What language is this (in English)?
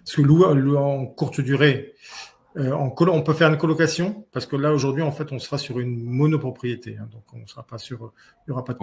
French